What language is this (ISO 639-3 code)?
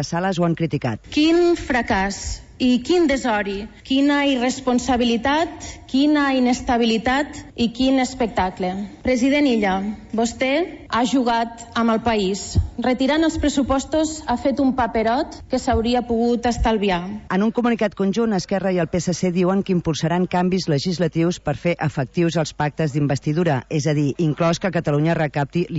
cat